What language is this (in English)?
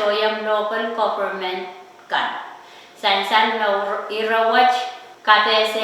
Pohnpeian